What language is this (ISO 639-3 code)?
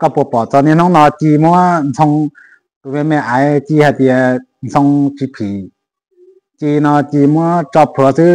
hmn